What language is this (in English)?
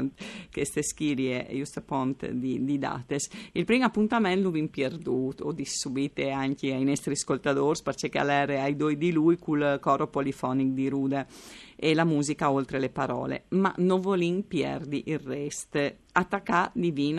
Friulian